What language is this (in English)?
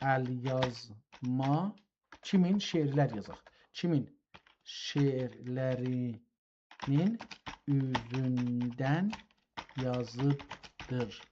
South Azerbaijani